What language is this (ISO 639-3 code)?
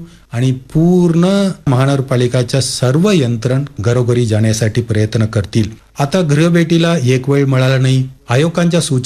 mar